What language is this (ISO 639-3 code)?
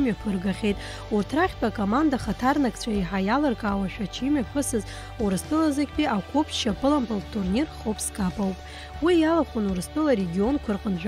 abk